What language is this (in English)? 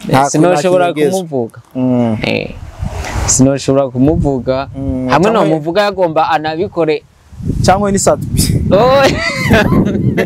Rundi